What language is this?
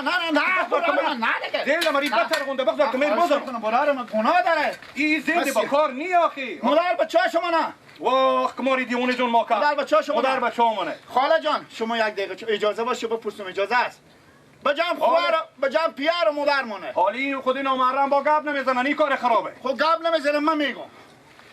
Persian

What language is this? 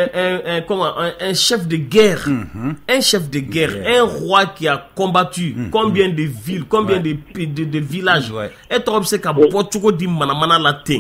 Bambara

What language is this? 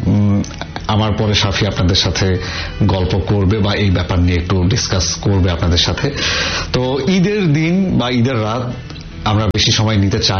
Bangla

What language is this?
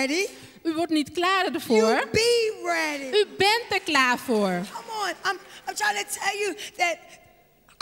Dutch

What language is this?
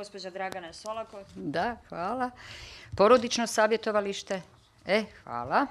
Bosnian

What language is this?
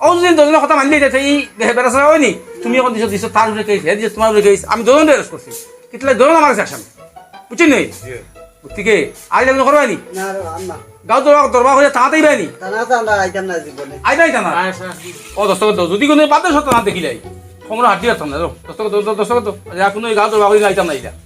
Sylheti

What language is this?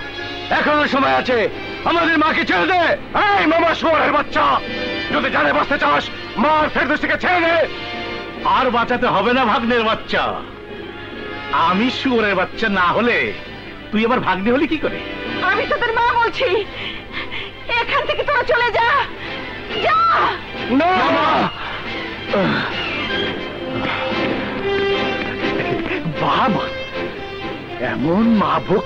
Bangla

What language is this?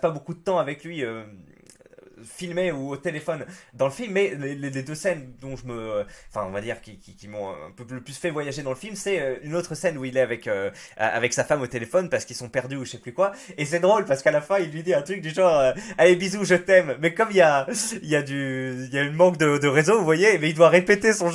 French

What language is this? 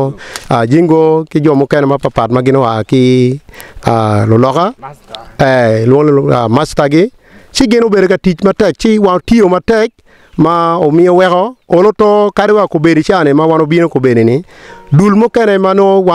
Acoli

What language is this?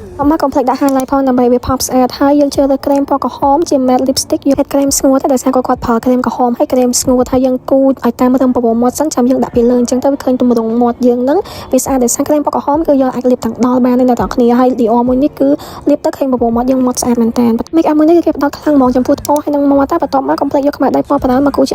Khmer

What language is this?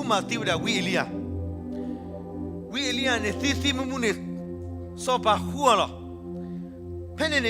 S'gaw Karen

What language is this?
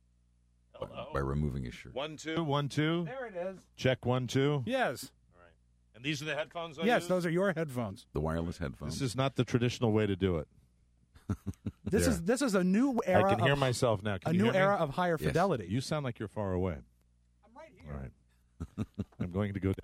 English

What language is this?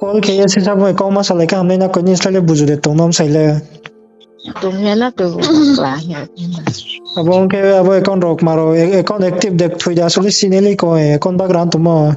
Riang (India)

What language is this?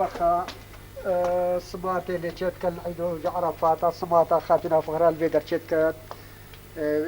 Kurdish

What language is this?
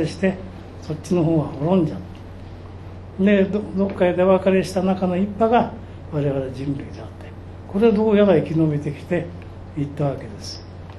Japanese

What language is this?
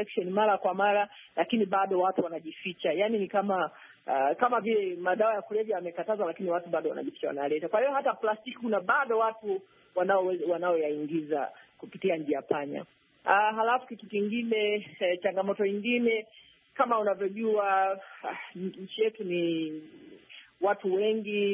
Swahili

